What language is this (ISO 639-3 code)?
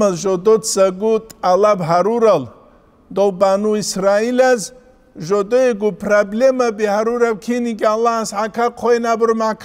ava